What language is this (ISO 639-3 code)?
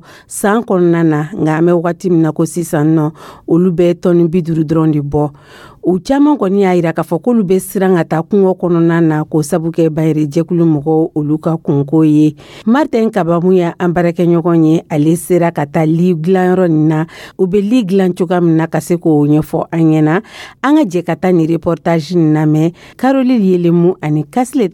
dyu